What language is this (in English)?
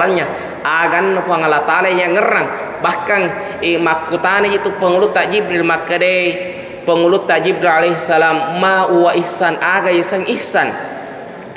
Buginese